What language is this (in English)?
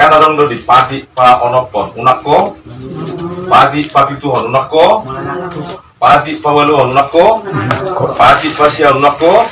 Batak Toba